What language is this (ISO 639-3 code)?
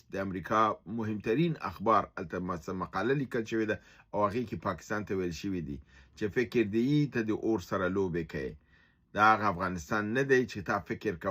pus